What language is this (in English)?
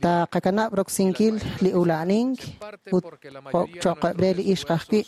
Kekchí